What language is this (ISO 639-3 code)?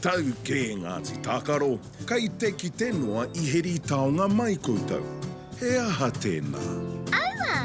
mri